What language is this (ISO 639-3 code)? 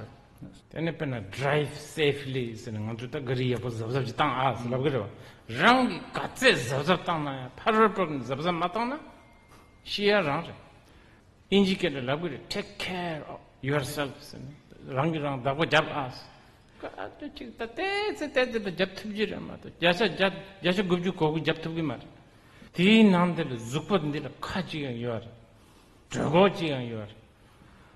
bod